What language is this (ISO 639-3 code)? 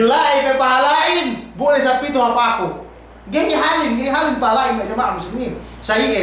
yka